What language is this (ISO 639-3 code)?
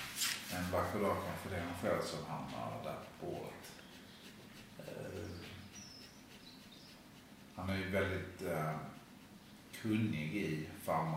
swe